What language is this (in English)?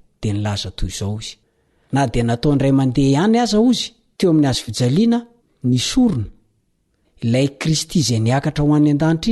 Malagasy